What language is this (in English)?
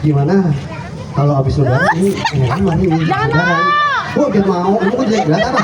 Betawi